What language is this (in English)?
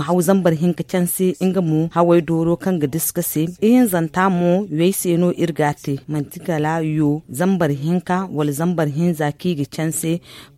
Zarma